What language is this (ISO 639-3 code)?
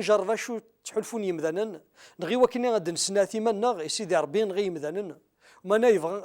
kab